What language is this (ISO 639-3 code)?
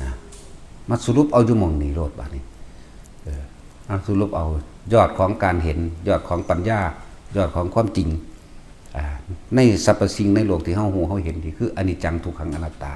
tts